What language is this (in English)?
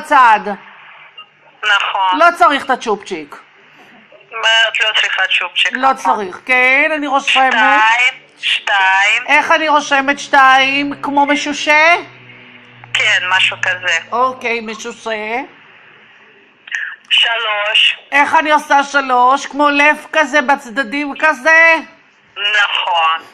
Hebrew